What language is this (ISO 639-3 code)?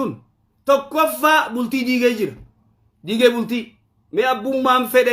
orm